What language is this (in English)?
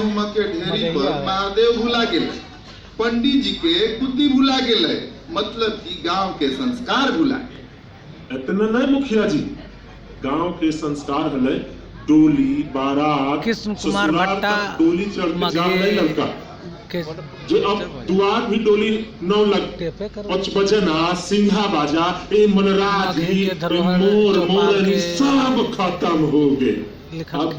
Magahi